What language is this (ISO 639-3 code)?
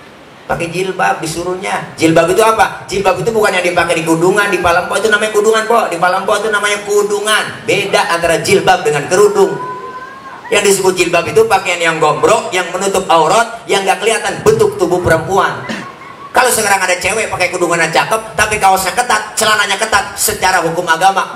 bew